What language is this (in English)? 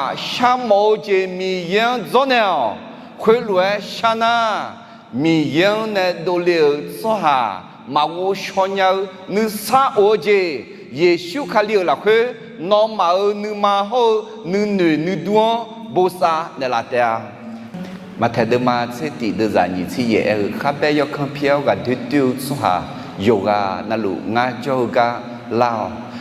Akha